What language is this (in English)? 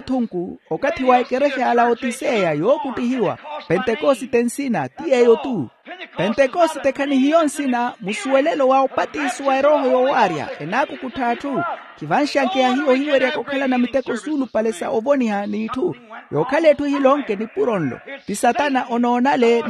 Makhuwa